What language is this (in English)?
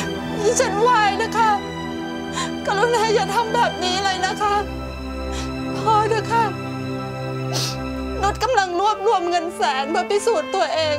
Thai